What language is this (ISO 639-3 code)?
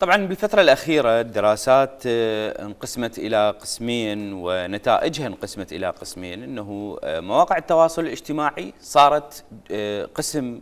acm